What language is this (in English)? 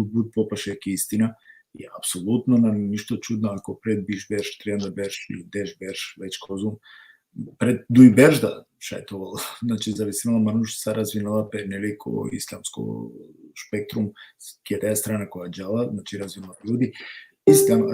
Balkan Romani